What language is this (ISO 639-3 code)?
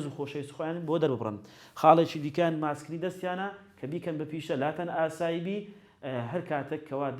ckb